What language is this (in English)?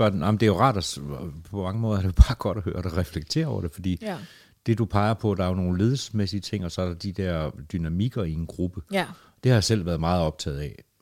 Danish